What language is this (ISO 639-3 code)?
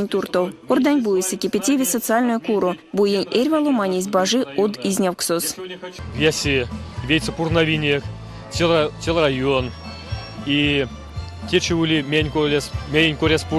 myv